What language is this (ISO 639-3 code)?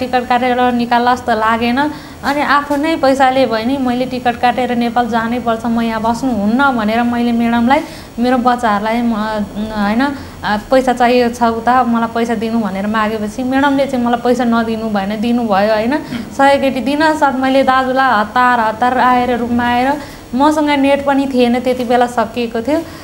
nep